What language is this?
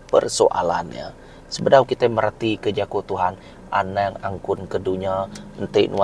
Iban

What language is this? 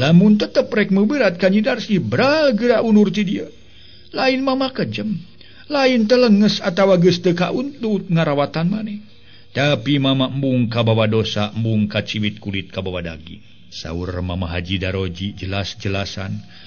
Sundanese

